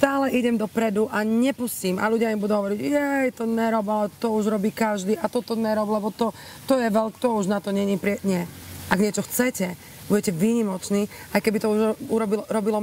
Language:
Slovak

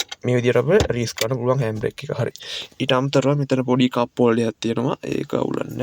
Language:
Sinhala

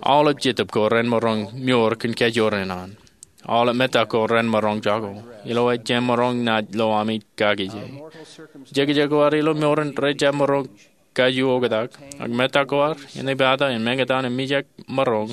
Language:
Marshallese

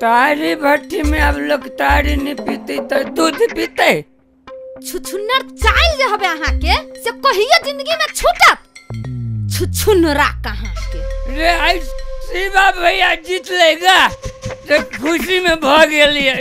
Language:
Maithili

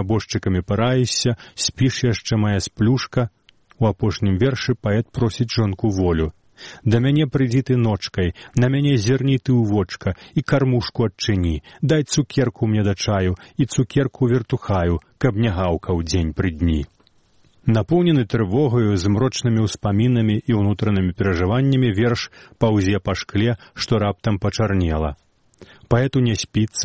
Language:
Belarusian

